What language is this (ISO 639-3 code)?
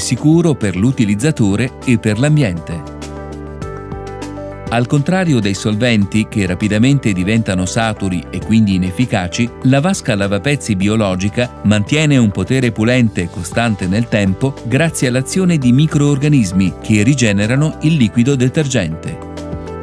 ita